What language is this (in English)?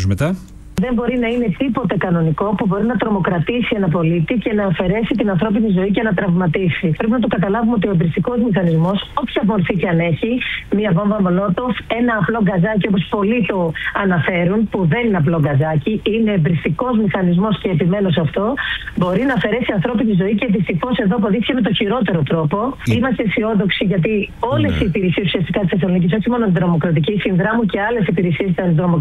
Greek